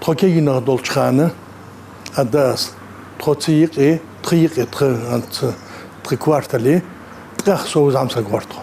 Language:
Ingush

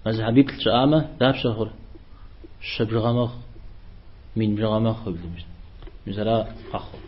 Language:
Kabardian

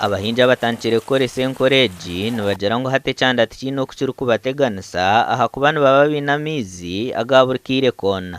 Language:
Nyankole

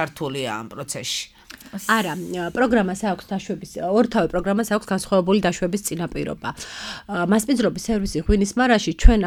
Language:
Georgian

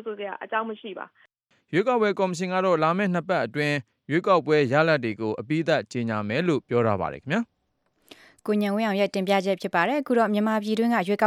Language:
Burmese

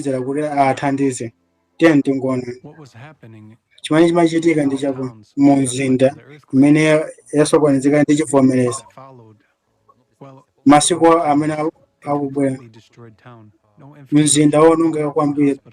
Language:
Nyanja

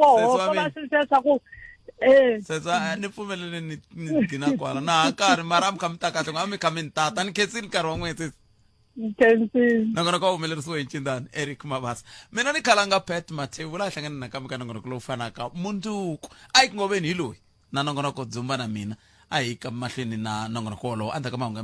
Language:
Tsonga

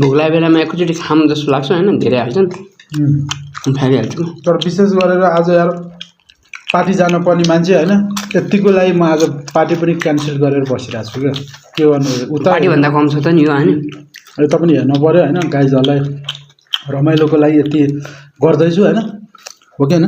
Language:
Nepali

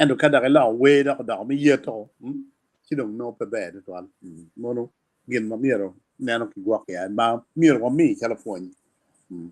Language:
Acoli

